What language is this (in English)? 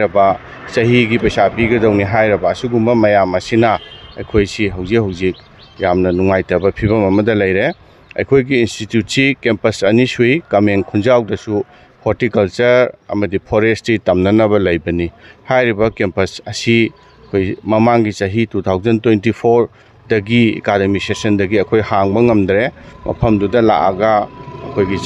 Manipuri